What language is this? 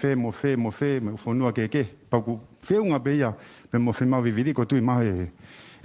Tongan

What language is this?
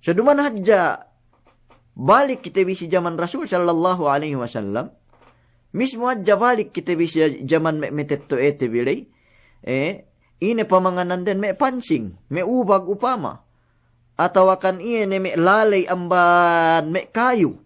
Yakan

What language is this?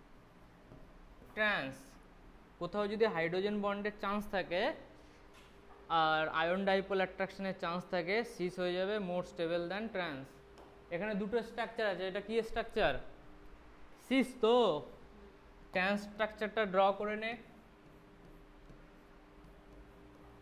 Bangla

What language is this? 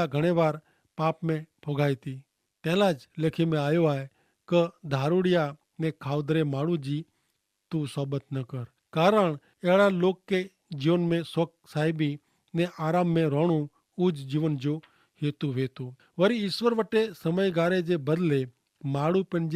Kachhi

